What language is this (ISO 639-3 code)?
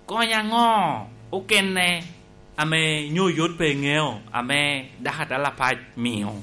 laj